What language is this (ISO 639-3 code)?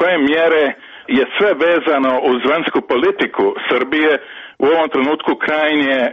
hrv